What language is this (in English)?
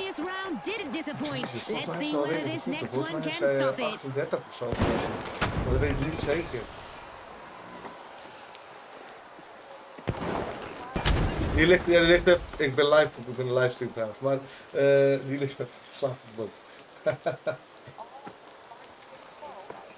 Dutch